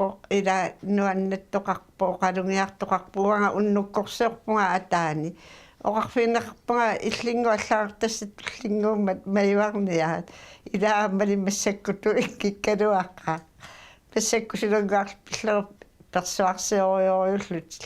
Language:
Kalaallisut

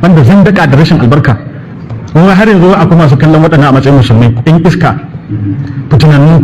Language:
Hausa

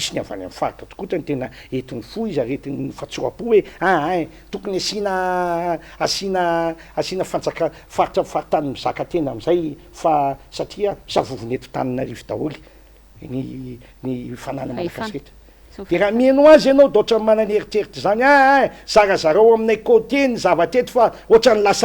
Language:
Malagasy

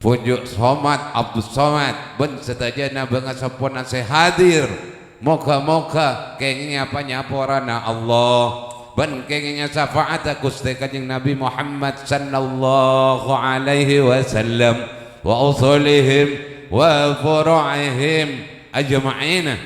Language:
Madurese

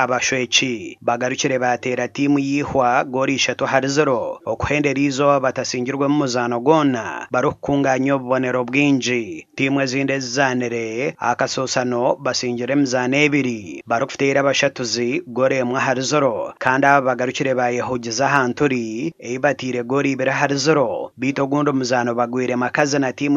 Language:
Nyankole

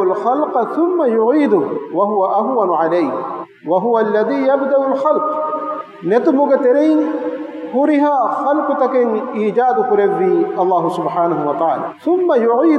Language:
Divehi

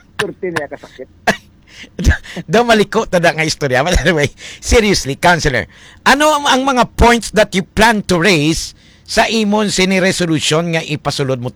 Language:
Hiligaynon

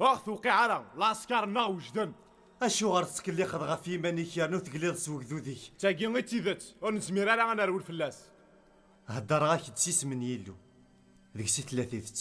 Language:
Kabyle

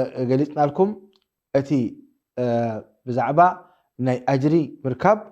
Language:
Tigrinya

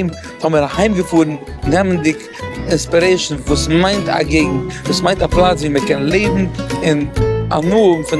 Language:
Yiddish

